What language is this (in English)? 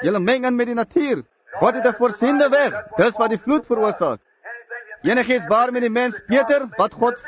Afrikaans